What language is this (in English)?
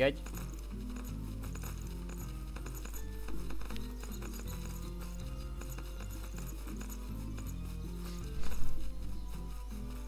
Hungarian